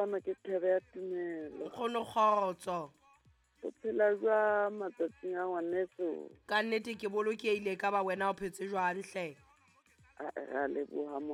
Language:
Southern Sotho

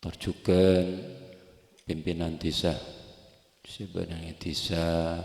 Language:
Madurese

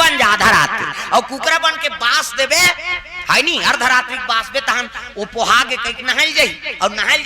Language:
Chhattisgarhi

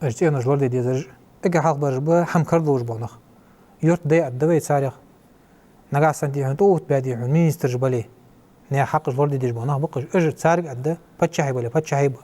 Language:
Ingush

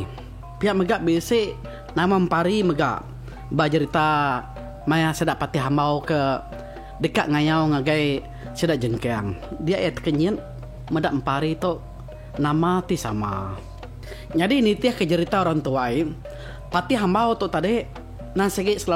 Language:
Iban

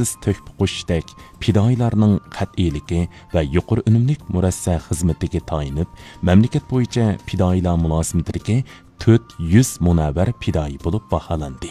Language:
Uyghur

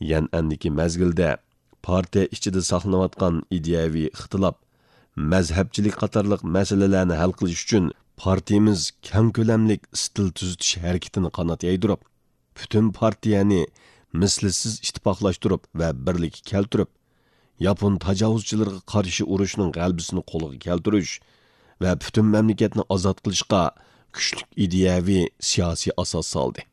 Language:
Uyghur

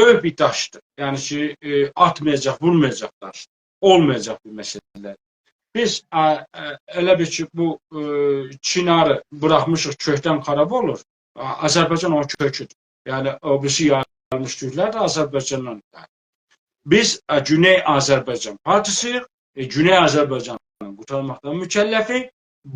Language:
South Azerbaijani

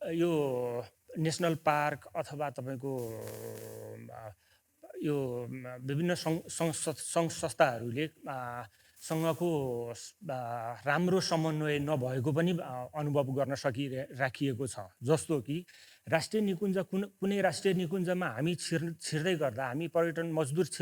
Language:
Nepali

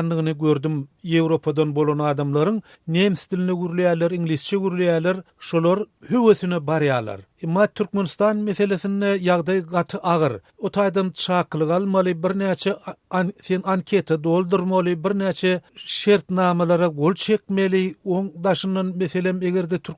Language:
Turkmen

